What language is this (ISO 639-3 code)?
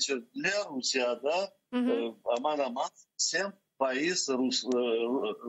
crh